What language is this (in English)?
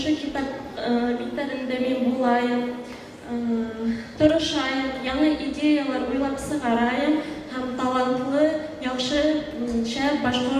Bashkir